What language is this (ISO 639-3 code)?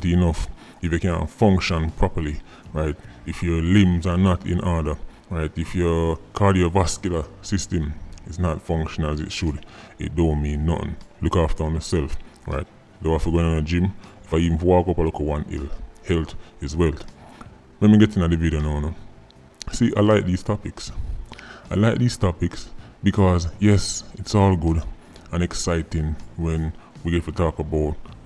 jam